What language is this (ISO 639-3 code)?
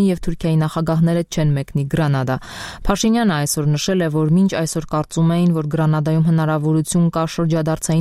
hye